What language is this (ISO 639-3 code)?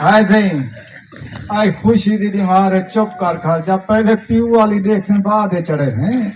skr